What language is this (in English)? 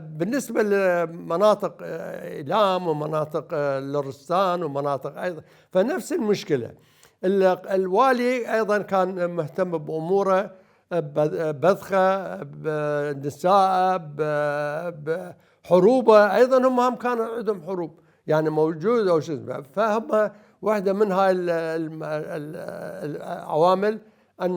Mesopotamian Arabic